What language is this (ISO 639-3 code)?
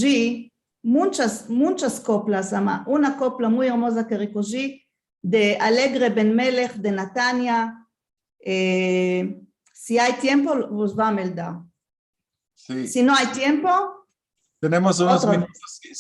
lad